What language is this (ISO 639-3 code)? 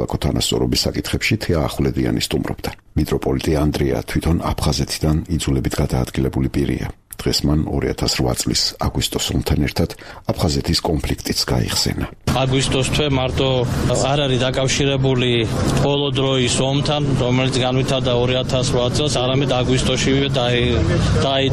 kat